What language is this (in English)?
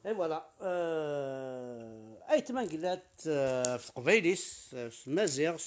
Kabyle